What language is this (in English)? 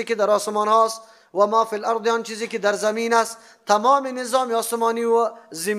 Persian